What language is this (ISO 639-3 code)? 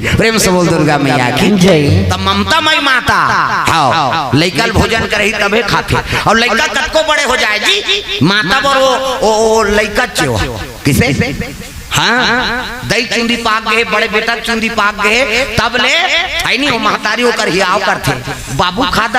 hne